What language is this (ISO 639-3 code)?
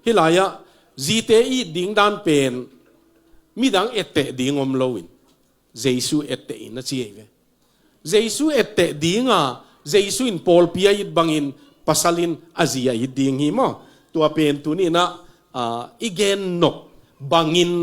ctd